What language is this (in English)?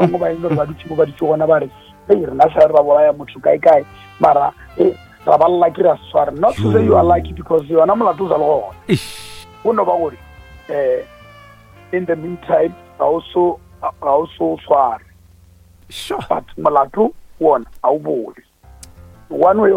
Northern Sotho